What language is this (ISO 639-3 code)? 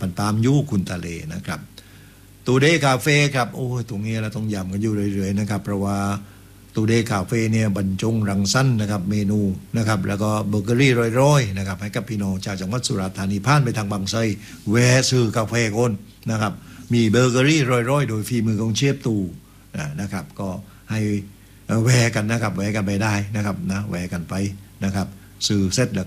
tha